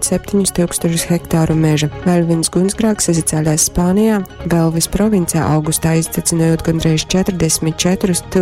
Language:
Latgalian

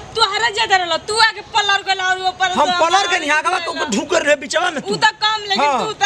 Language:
Bhojpuri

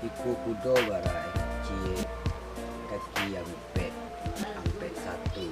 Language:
Minangkabau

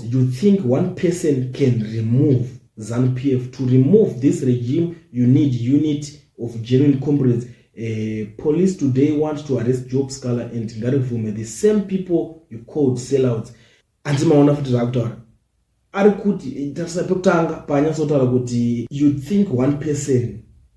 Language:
Shona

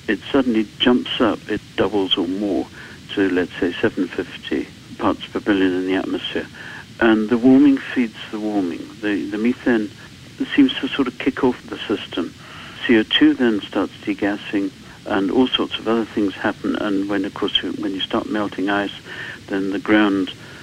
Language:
English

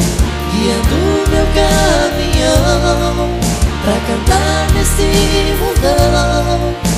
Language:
Portuguese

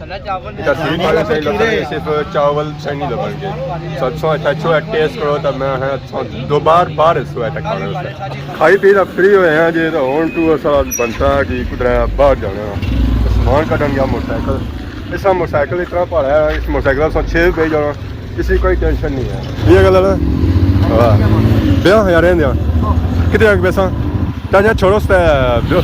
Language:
Pahari-Potwari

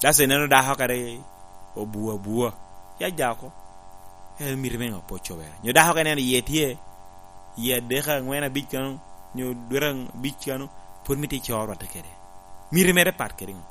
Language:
Lango (Uganda)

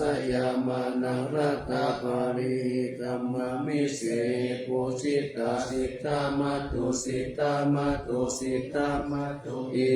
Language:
Pali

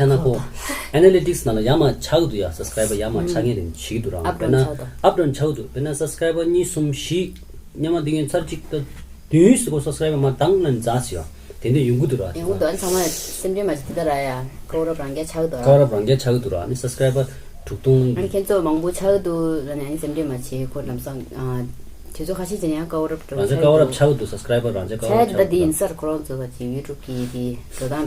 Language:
Tibetan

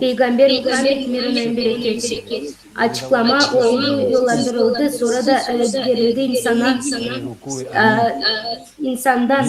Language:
Gagauz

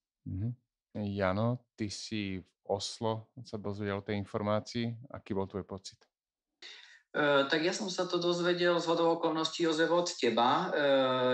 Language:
Slovak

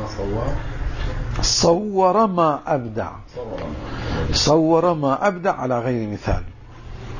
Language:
Arabic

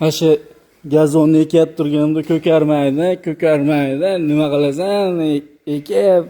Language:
Uzbek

